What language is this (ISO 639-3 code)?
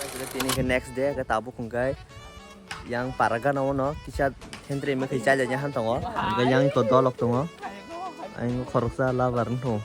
trp